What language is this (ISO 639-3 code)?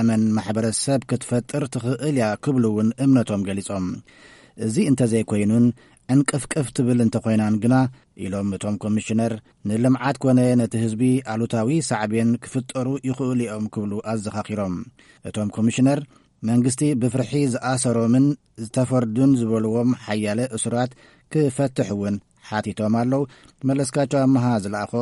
tir